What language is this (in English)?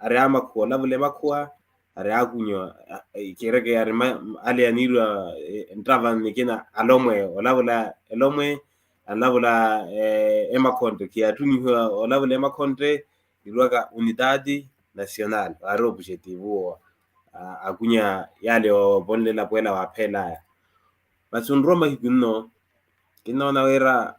Makhuwa